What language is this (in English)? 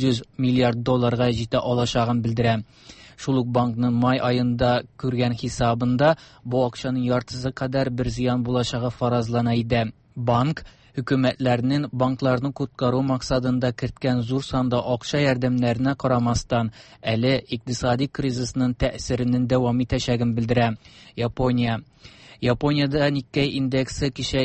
Tatar